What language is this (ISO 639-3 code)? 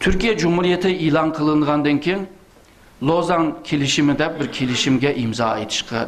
uig